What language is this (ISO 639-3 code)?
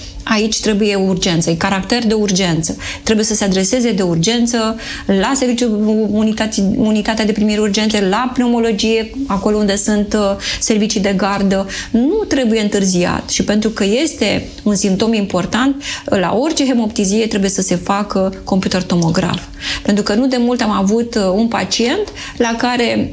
ron